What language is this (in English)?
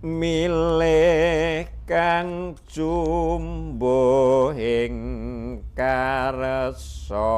Javanese